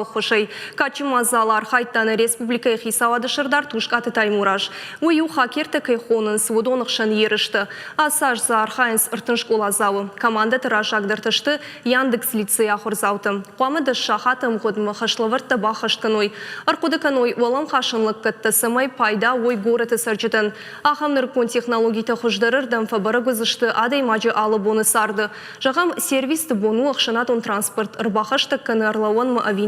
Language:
Ossetic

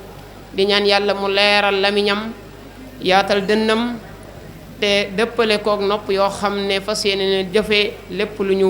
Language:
Wolof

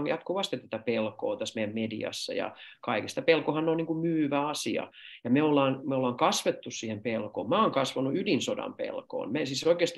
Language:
Finnish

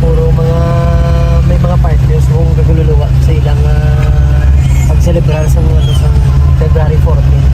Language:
Hiligaynon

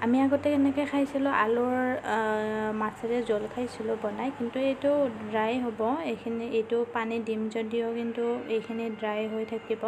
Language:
Assamese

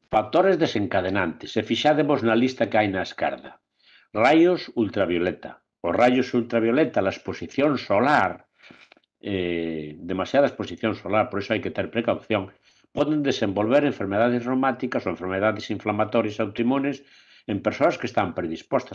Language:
Galician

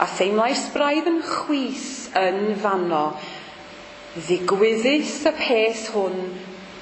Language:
Welsh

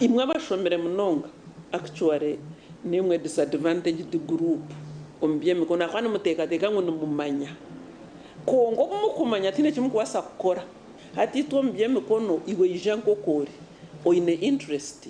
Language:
Nyankole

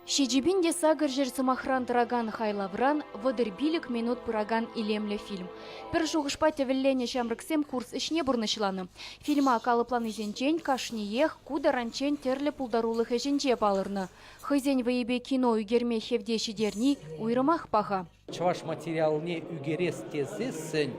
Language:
Chuvash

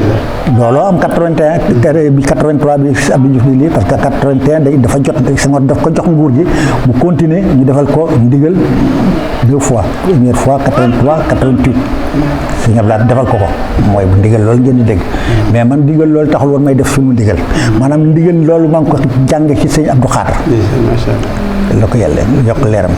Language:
Wolof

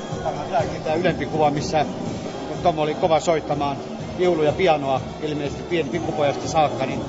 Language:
Finnish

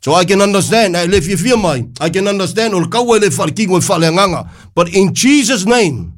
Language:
Samoan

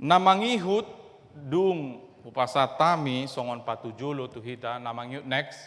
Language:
Batak Toba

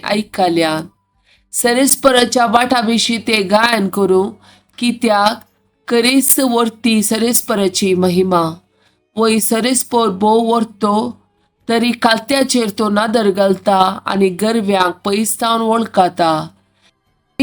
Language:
Konkani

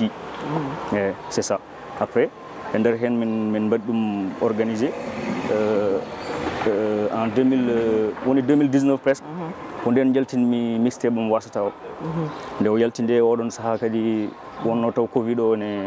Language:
Fula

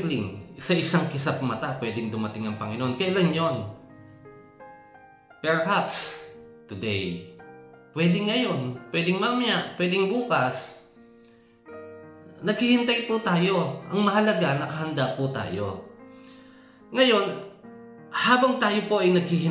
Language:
Filipino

